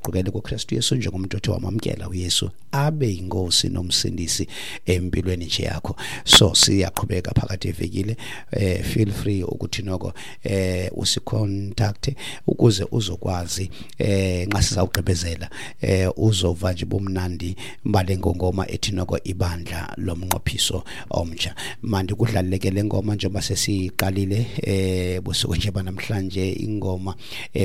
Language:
Xhosa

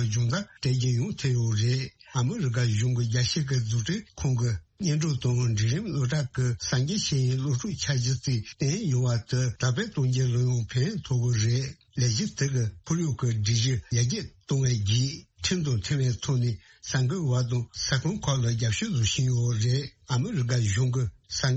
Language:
Tibetan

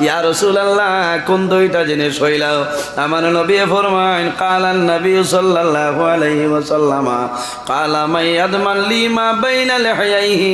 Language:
Sylheti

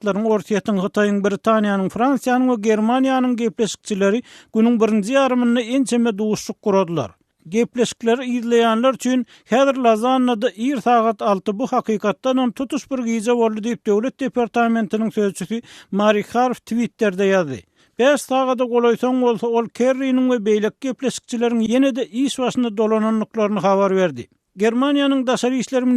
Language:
Turkmen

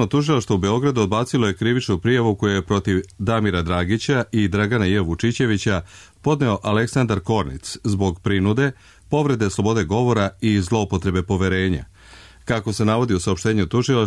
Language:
Serbian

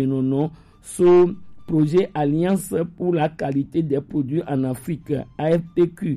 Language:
Gen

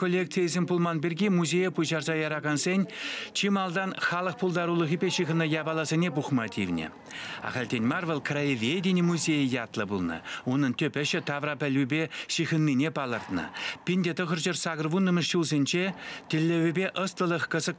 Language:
Chuvash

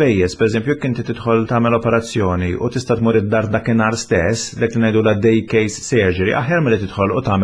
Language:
Maltese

